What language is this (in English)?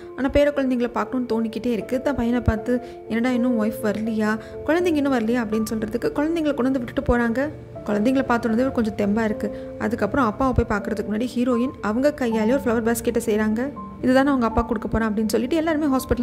Tamil